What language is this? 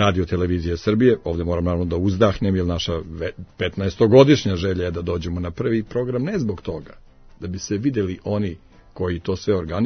Serbian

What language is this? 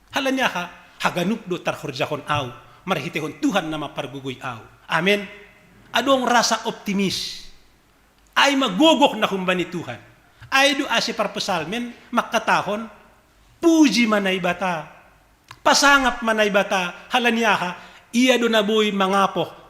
Batak Simalungun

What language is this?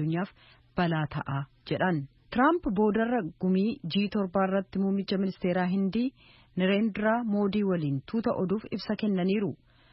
Oromo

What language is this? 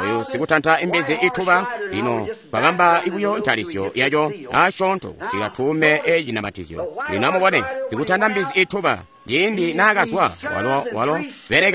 Tonga (Zambia)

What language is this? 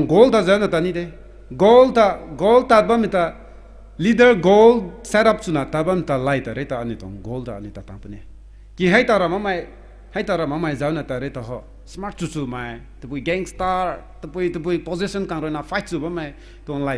Rongmei Naga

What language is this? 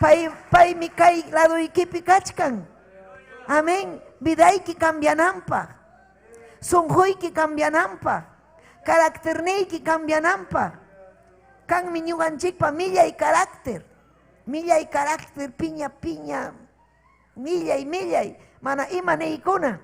Ayacucho Quechua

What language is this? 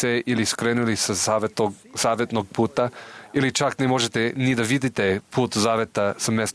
Serbian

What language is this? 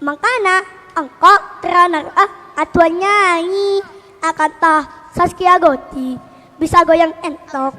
Madurese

